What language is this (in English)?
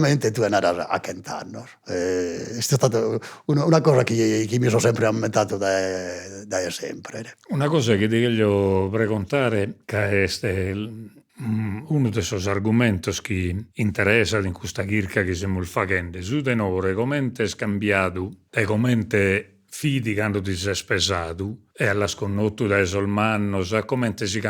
Sardinian